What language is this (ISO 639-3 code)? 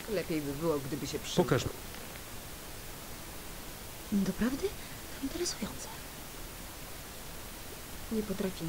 pol